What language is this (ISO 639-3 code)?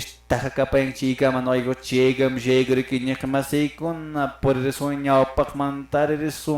que